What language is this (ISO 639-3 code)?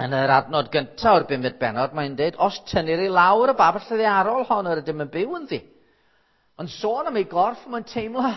cym